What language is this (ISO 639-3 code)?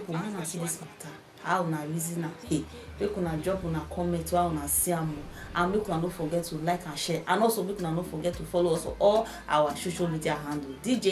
pcm